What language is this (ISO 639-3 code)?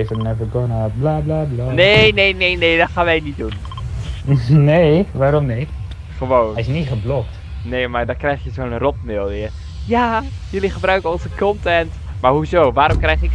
nld